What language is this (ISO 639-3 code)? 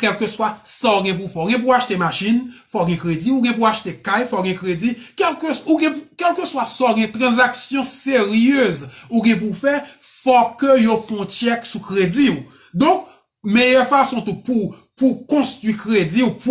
hat